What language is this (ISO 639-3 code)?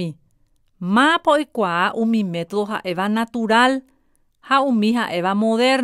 grn